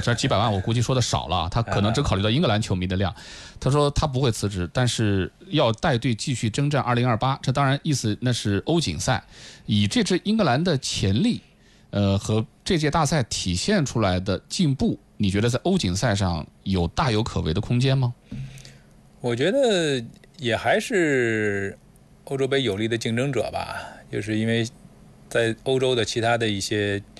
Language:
Chinese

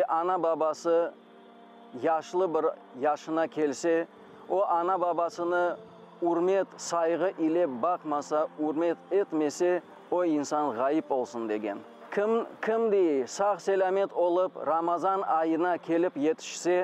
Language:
Crimean Tatar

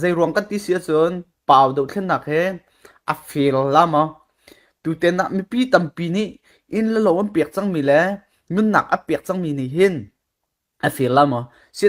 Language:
Falam Chin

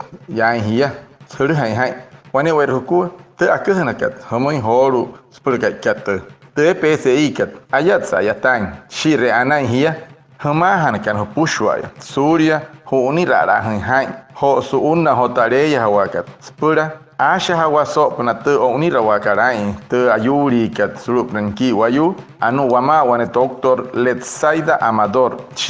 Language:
Wayuu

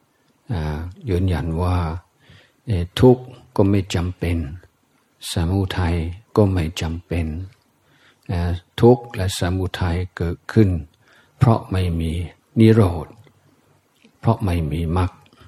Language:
Thai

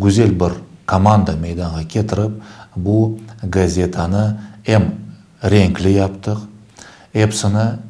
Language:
Crimean Tatar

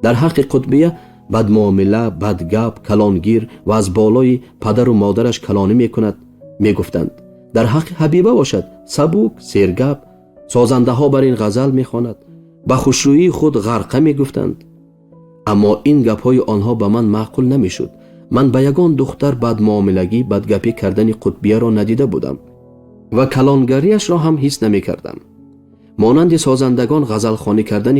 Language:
Tajik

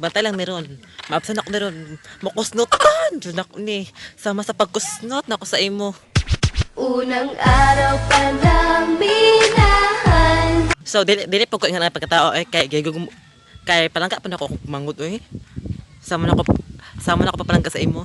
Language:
Cebuano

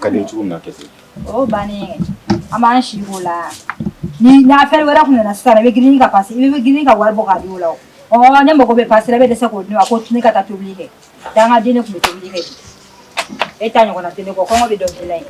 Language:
Bambara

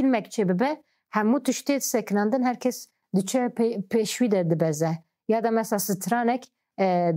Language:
Kurdish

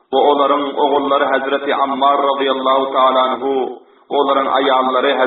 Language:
Turkmen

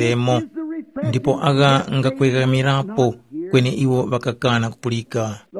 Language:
Tumbuka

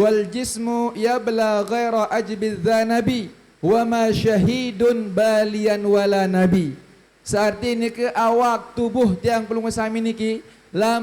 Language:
Sasak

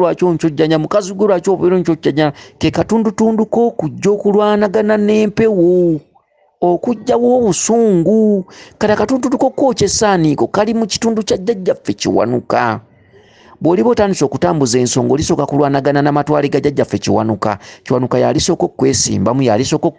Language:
Ganda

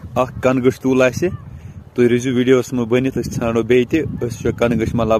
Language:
Kashmiri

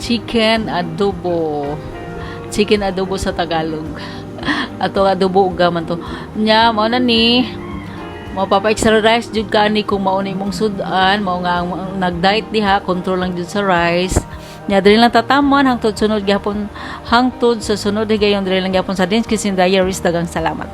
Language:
Cebuano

